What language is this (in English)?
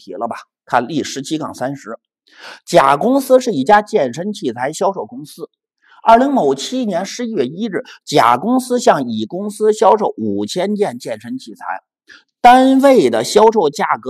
Chinese